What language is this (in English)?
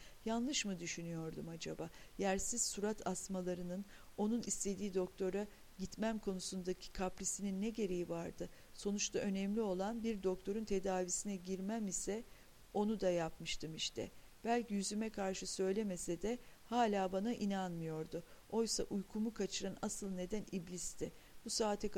Turkish